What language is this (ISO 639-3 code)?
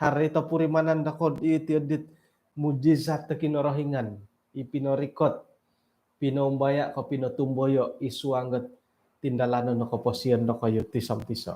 dtp